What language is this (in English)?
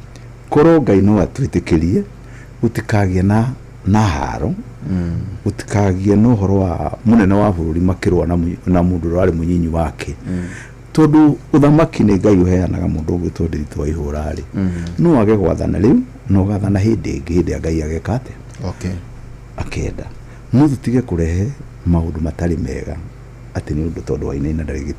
Kikuyu